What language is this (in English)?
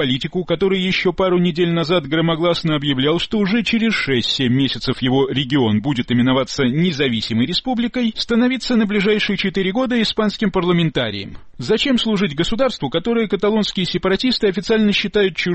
Russian